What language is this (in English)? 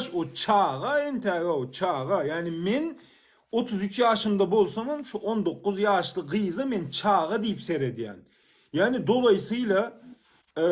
Turkmen